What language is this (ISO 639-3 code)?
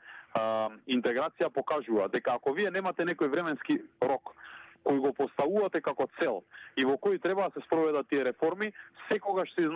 mkd